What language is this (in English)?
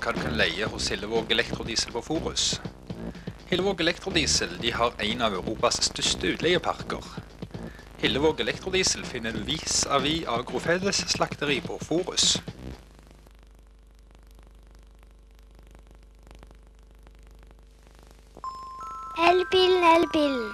Norwegian